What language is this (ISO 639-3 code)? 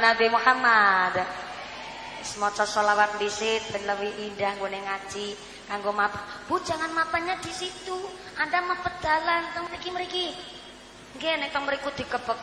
jav